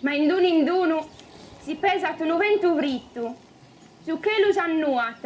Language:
Sardinian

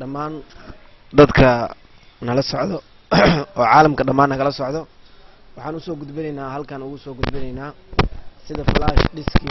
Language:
Somali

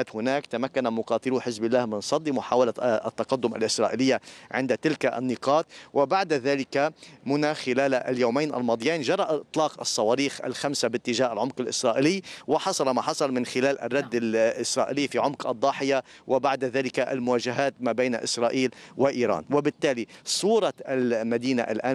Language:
Arabic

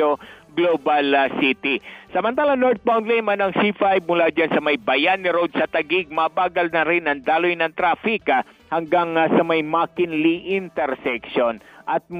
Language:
Filipino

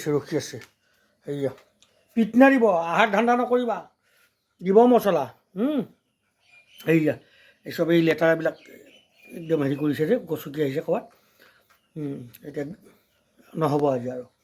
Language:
Assamese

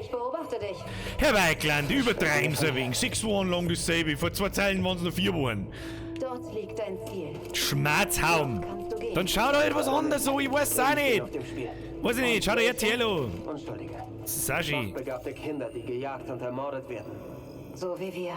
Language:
Bavarian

